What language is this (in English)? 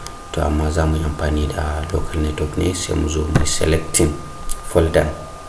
Hausa